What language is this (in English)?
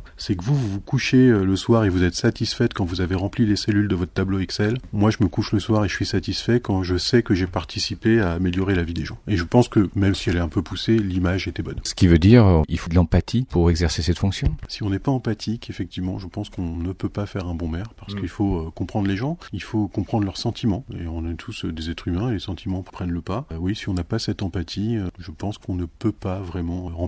French